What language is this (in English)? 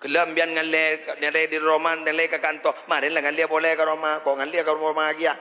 Madurese